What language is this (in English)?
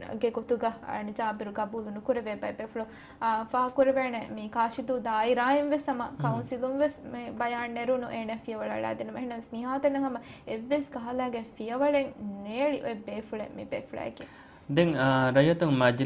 Divehi